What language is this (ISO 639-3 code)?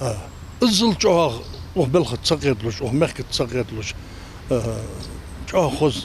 inh